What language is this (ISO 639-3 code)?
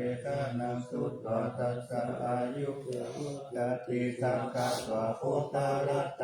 pli